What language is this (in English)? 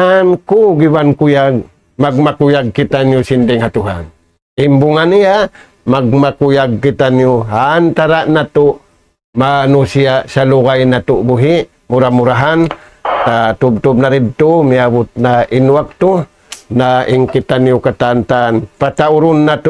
Tausug